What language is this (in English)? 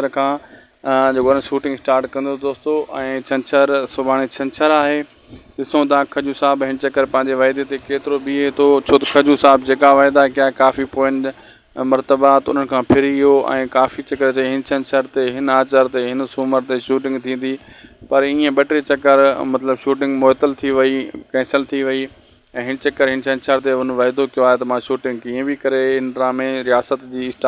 Sindhi